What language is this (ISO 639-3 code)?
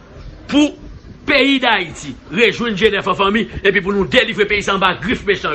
hat